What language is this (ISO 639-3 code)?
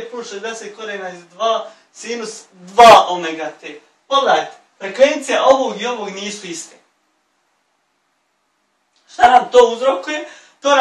bos